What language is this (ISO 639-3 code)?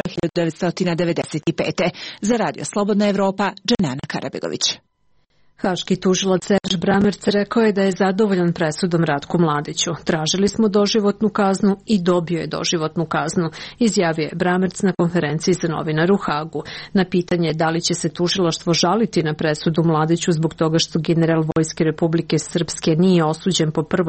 srp